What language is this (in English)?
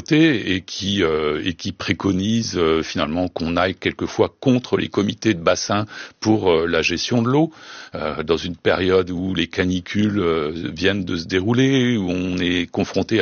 French